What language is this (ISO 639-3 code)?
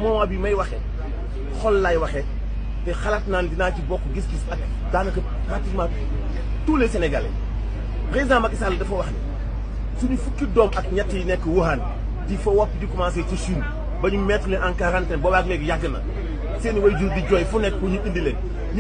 wol